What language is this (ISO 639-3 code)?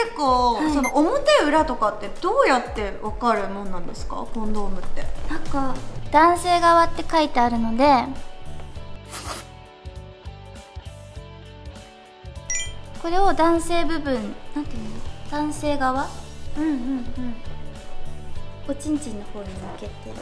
jpn